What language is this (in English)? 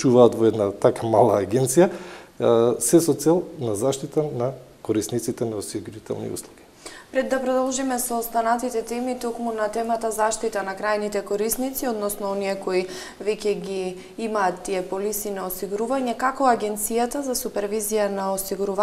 Macedonian